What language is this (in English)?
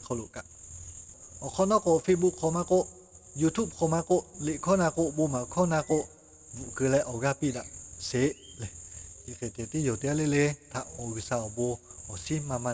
Lahu